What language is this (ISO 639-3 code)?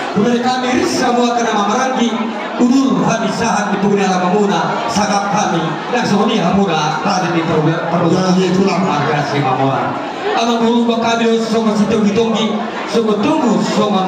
bbc